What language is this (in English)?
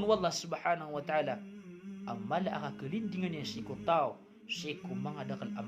Maranao